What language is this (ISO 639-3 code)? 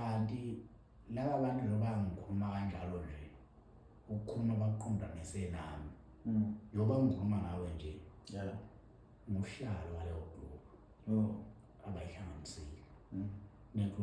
zul